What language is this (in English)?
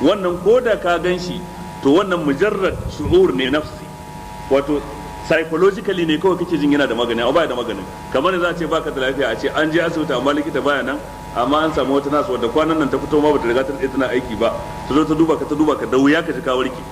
Hausa